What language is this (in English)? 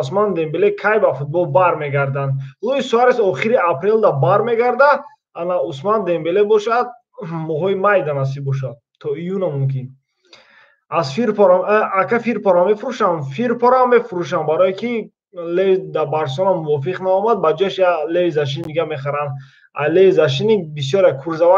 Tajik